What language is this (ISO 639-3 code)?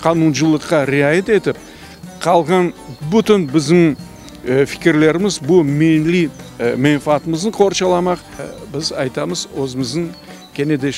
crh